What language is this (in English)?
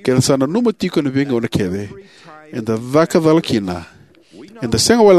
Fijian